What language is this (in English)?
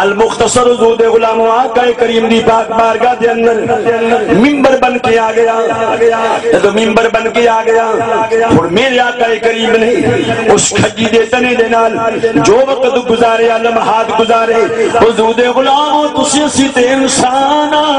Saraiki